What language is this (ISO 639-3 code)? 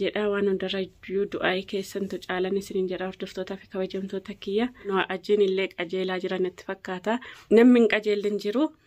orm